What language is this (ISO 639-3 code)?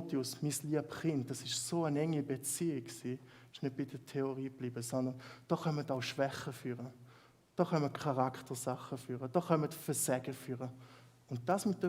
gsw